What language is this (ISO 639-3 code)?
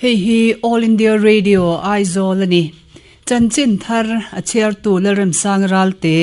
lus